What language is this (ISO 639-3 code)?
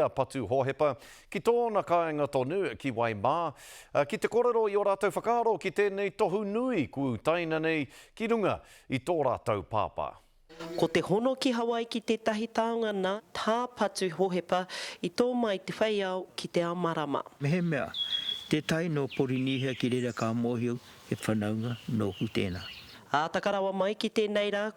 mri